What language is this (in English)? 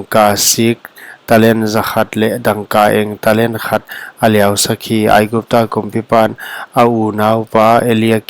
Paite Chin